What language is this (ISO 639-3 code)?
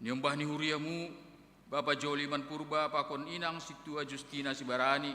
bts